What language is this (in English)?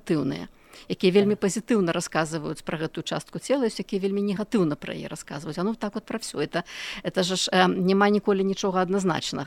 Belarusian